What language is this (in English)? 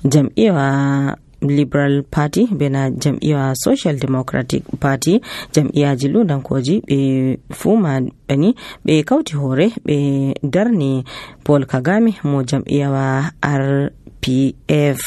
Nigerian Fulfulde